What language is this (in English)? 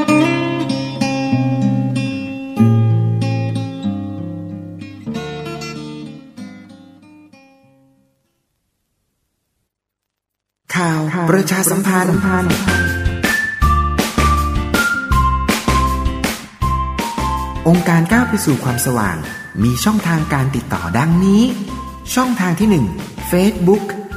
Thai